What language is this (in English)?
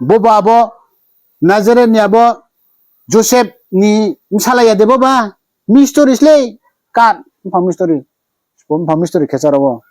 Riang (India)